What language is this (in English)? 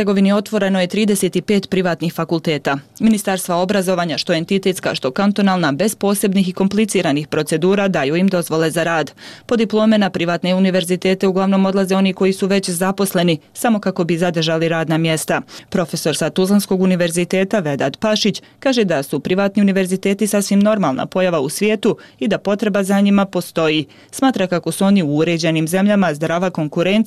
Bosnian